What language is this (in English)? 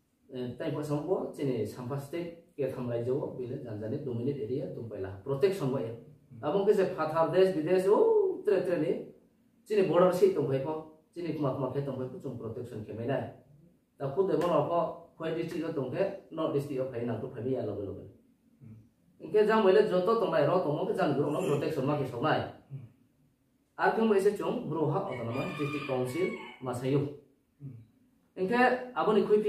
Riang (India)